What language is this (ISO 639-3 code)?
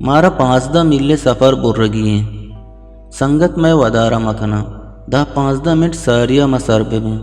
bgp